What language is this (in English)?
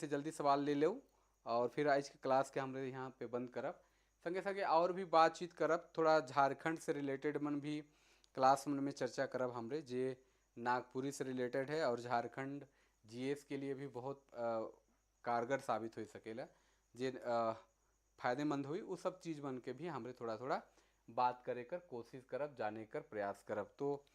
Sadri